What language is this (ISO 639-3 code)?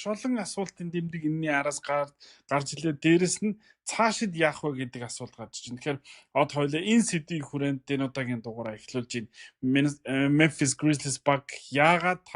mon